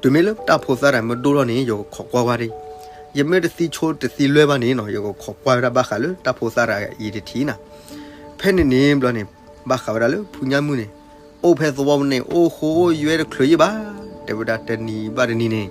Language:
S'gaw Karen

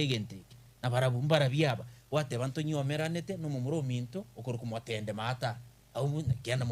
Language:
Gusii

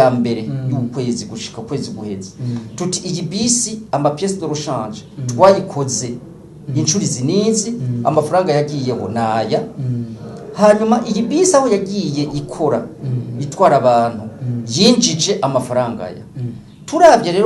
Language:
Rundi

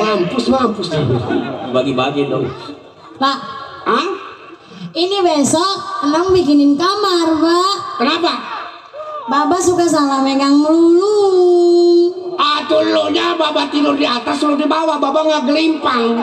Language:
Betawi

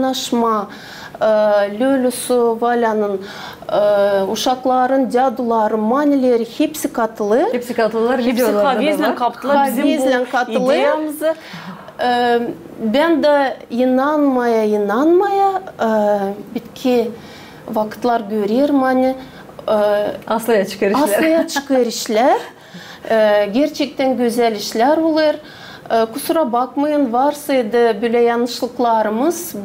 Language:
Gagauz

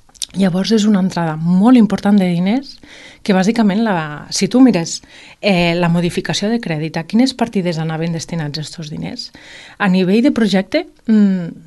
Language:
Catalan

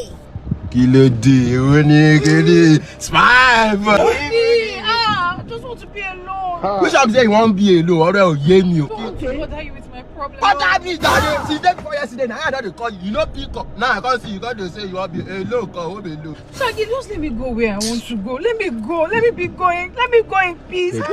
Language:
Nigerian Pidgin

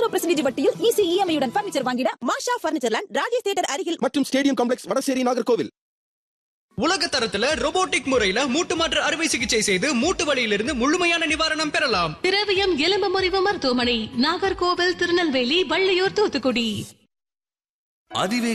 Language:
Tamil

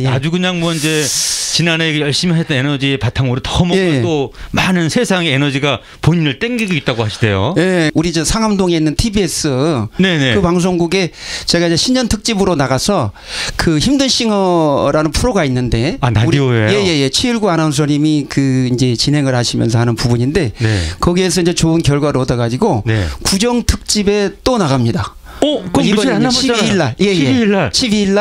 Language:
Korean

